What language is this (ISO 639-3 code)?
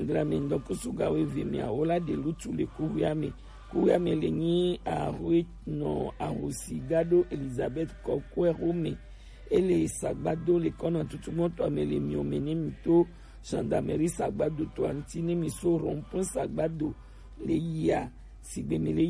gej